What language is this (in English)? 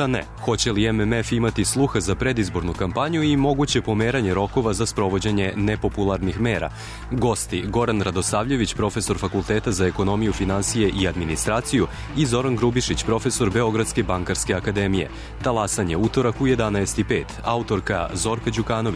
Serbian